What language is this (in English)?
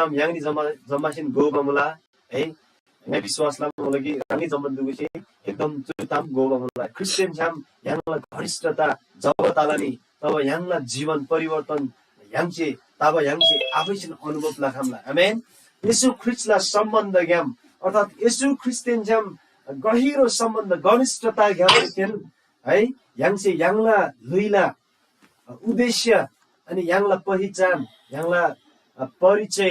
Eastern Tamang